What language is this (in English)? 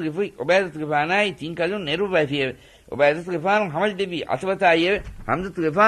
Divehi